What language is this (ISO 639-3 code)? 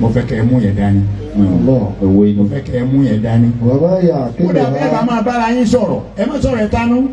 yor